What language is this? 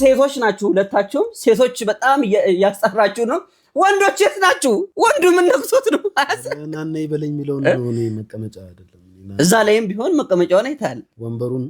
Amharic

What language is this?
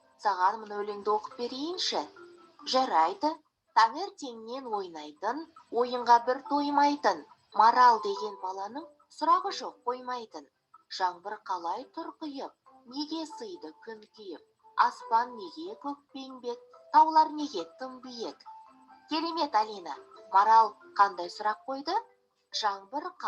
Kazakh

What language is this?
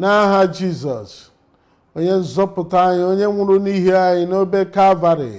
Igbo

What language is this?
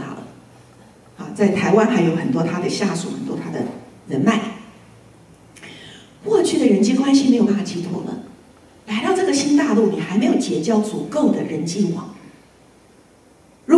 Chinese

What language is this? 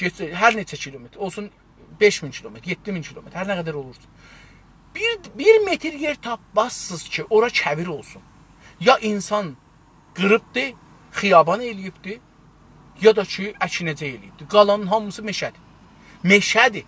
South Azerbaijani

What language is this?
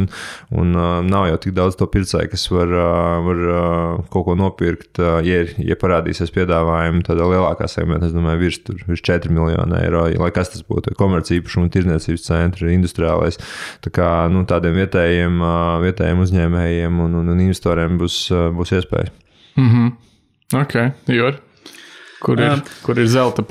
Latvian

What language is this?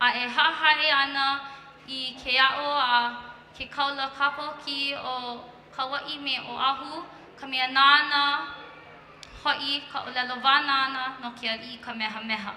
Hawaiian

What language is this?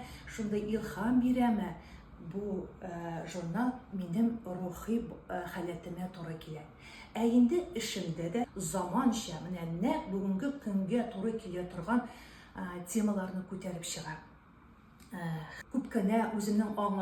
Tatar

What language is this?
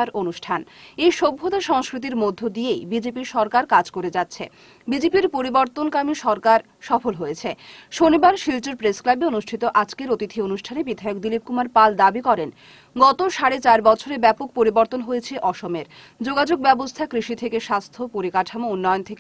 Bangla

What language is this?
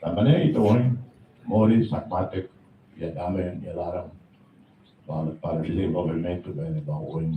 Tetum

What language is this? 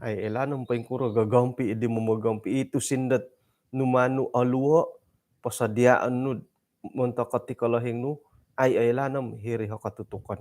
Central Dusun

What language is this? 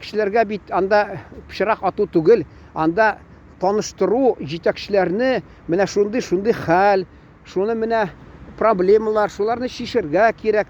Tatar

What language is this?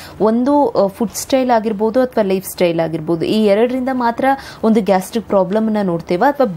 Kannada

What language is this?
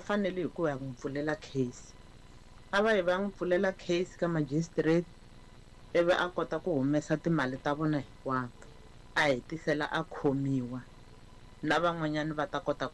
Tsonga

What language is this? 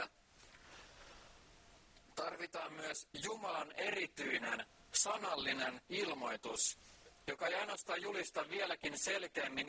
Finnish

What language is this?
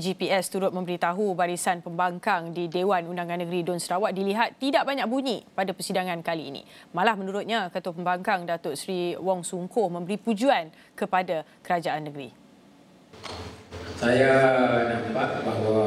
Malay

